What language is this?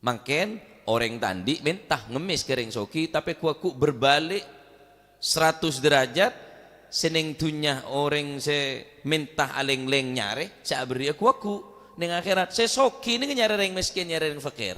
Madurese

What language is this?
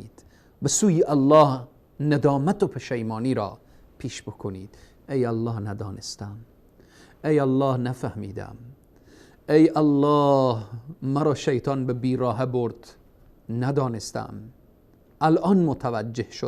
Persian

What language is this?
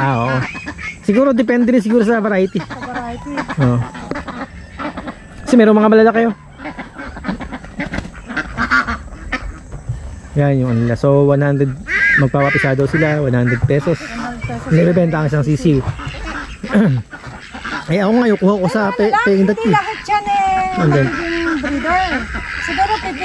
Filipino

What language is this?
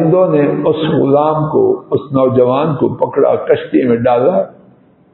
Urdu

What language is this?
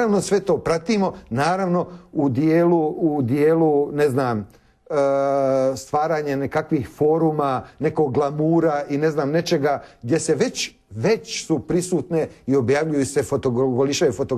Croatian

